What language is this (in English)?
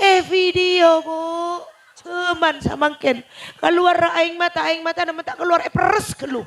Madurese